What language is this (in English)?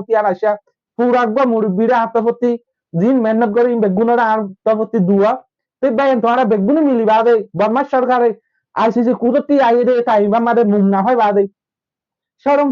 Rohingya